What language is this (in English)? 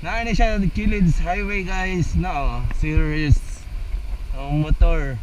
Cebuano